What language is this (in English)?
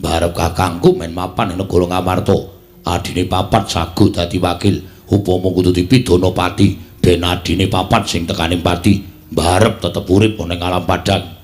Javanese